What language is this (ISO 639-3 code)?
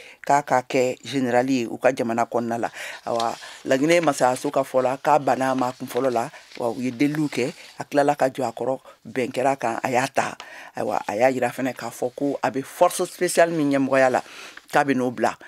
bam